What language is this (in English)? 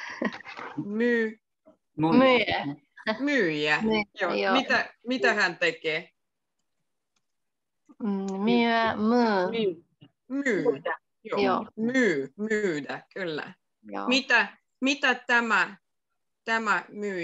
Finnish